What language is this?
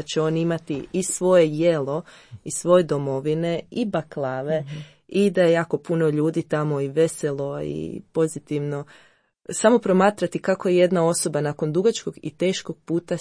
Croatian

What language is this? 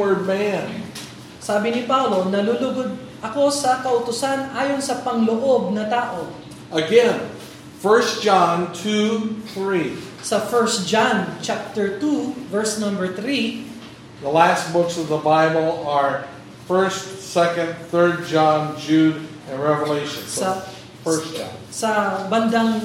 Filipino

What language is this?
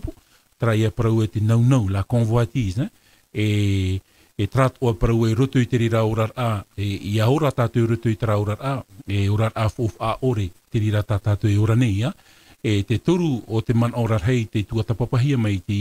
Tahitian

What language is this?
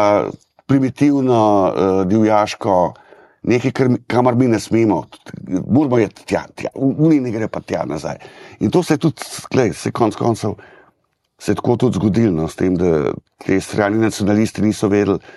Slovenian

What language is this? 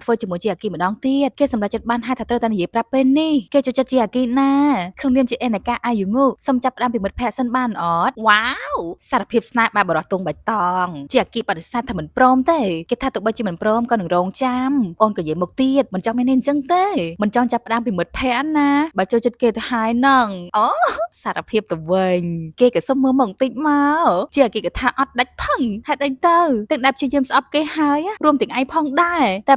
Khmer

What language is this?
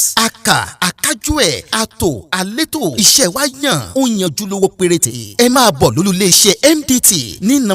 Yoruba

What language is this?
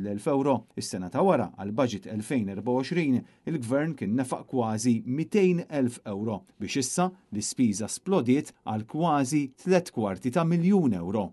Maltese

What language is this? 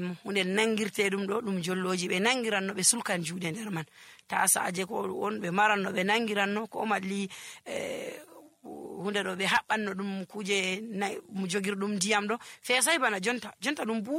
Nigerian Fulfulde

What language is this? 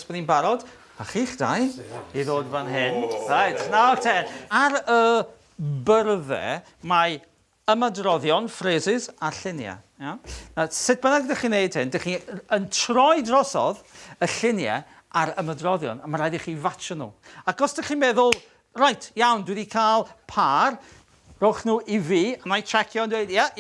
Welsh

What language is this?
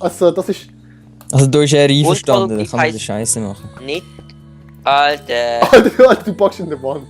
Swiss German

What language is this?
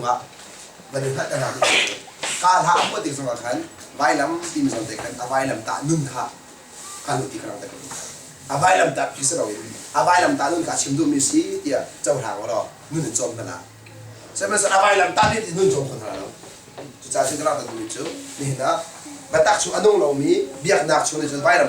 Hakha Chin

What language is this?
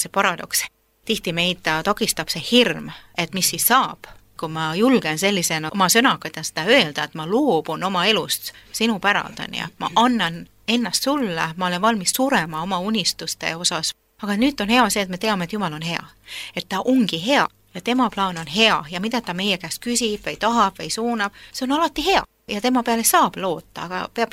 Estonian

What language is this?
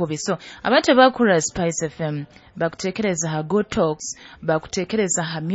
Nyoro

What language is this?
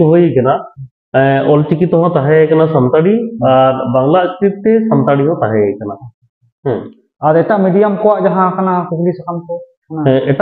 Santali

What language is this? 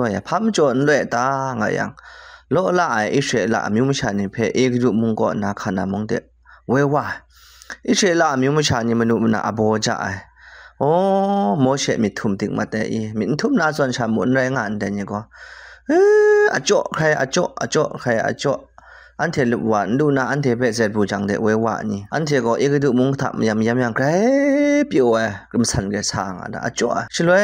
Kachin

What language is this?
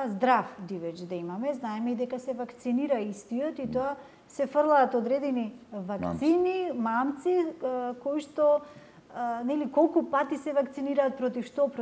Macedonian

